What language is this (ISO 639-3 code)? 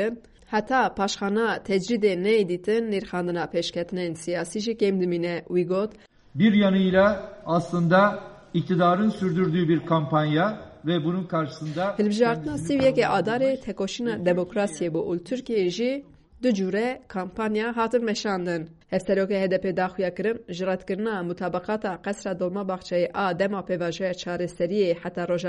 kur